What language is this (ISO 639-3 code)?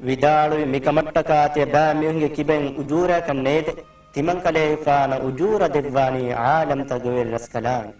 div